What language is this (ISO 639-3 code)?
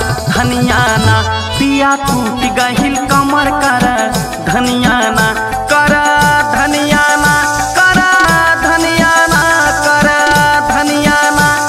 bho